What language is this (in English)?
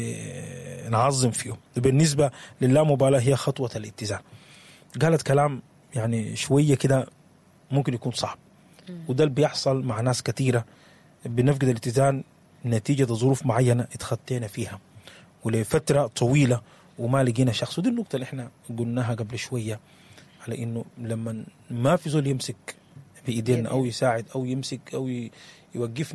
Sudanese Arabic